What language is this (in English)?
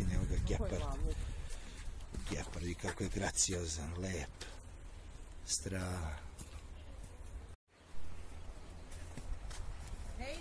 Serbian